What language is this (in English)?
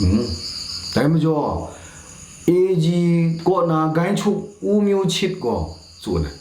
Kachin